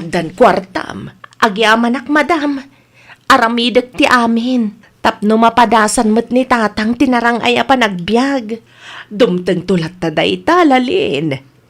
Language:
Iloko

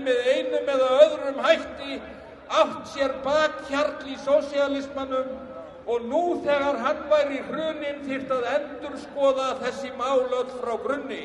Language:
Icelandic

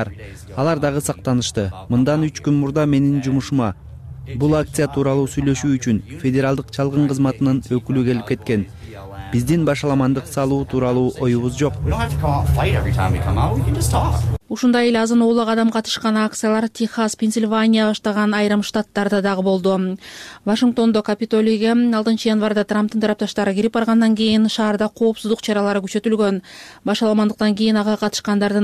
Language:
Kyrgyz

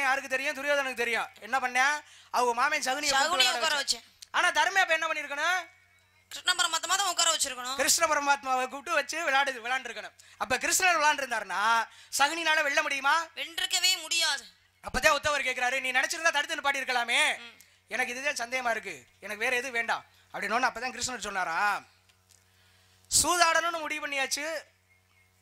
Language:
Tamil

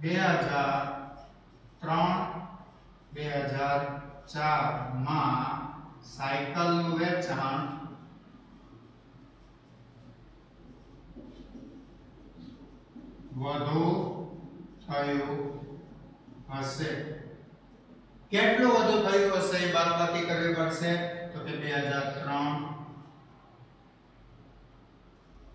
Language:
Gujarati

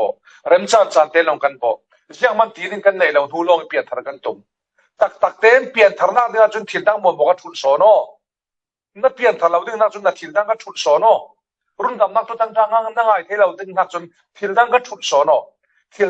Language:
Falam Chin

